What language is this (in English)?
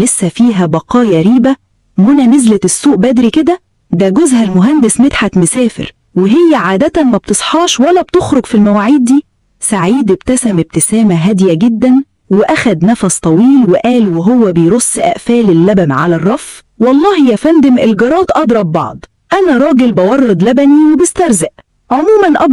Egyptian Arabic